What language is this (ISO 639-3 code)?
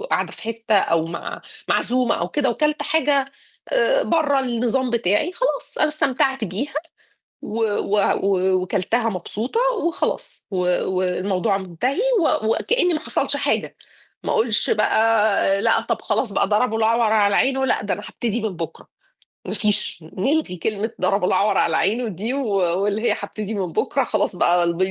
arz